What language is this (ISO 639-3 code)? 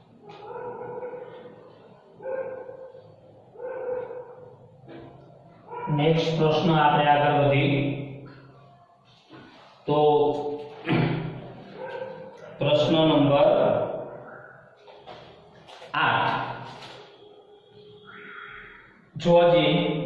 guj